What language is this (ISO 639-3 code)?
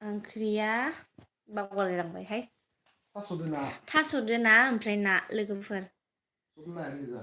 brx